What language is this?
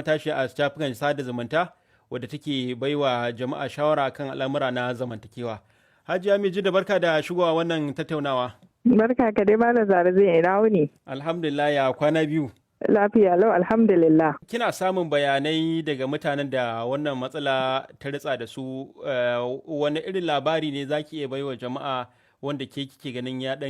Hausa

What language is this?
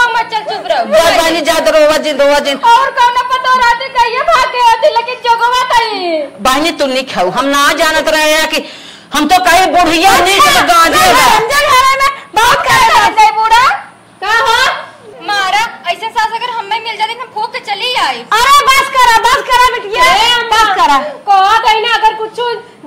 Awadhi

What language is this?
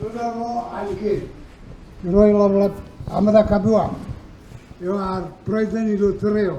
Marshallese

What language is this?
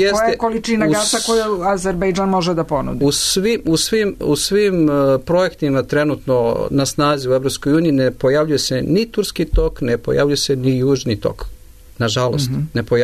Serbian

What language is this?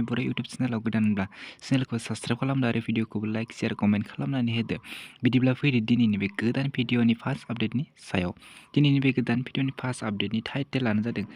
Bodo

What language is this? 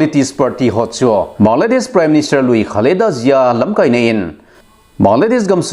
Thado Chin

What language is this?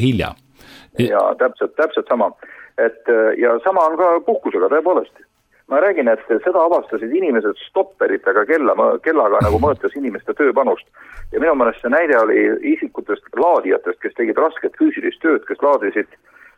Estonian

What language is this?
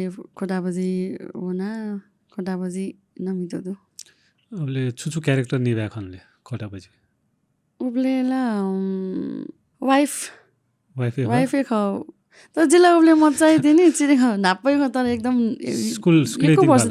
Newari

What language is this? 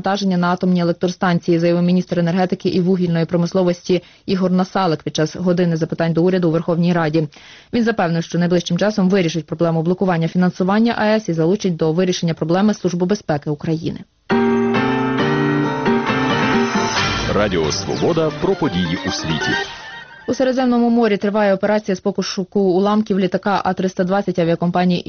Ukrainian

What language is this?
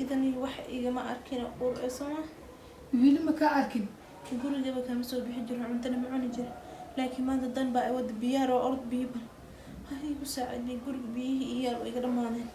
Somali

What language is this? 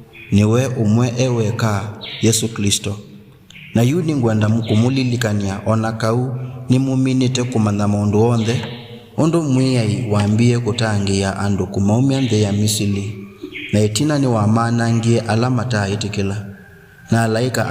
Kamba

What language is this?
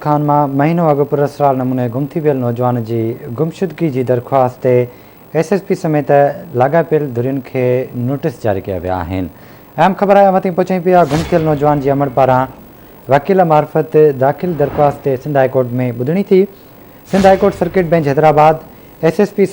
Sindhi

